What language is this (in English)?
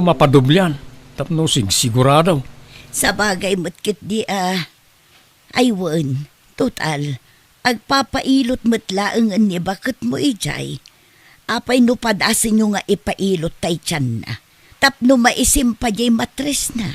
Iloko